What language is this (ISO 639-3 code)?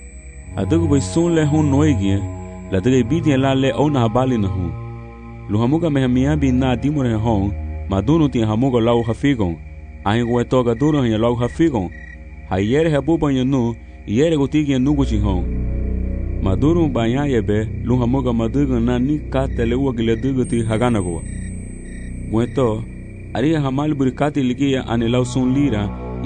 cab